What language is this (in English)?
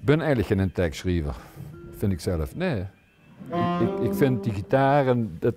Limburgish